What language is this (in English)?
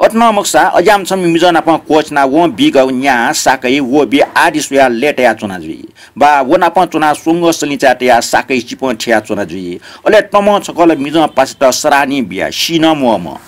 Newari